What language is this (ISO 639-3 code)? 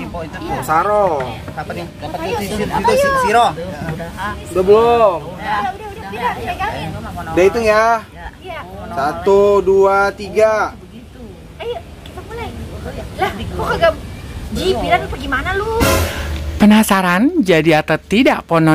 bew